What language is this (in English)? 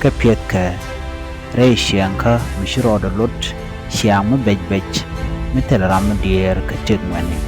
Nuer